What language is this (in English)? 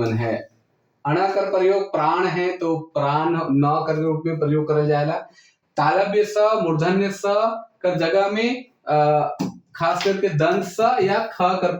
Sadri